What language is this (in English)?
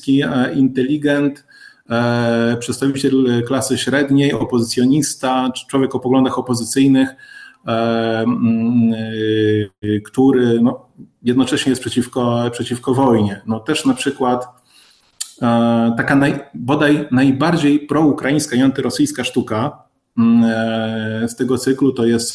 Polish